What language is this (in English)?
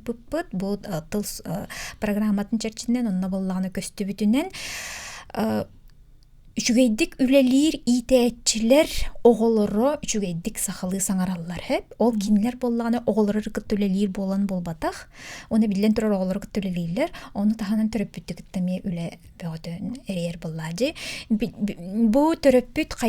Yakut